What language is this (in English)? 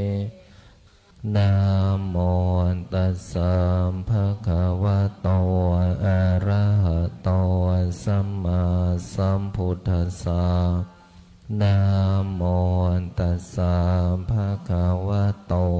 Pali